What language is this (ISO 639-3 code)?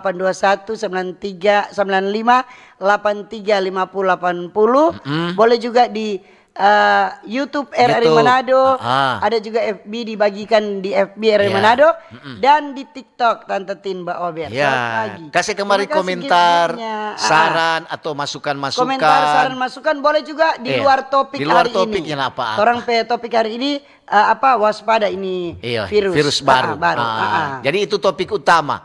xmm